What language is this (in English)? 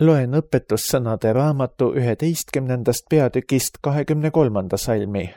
Estonian